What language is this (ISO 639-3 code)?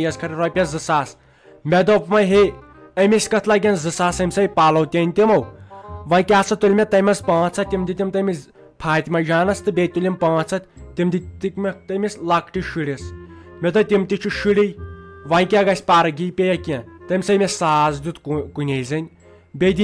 kas